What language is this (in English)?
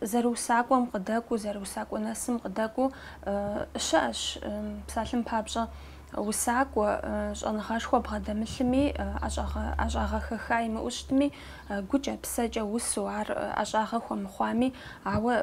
Kabardian